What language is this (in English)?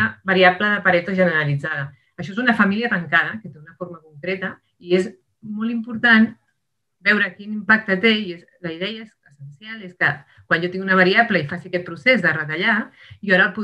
Catalan